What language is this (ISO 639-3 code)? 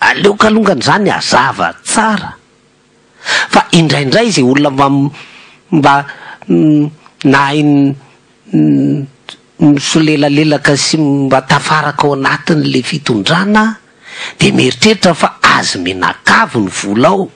mlg